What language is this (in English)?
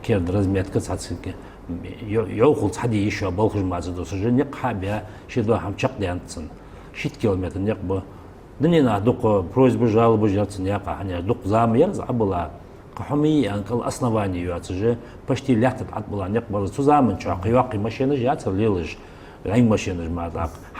Ingush